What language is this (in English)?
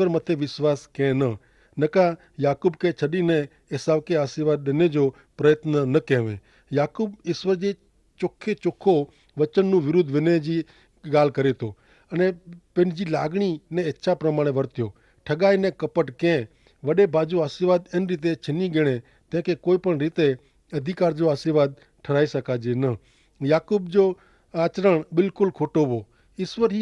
Kachhi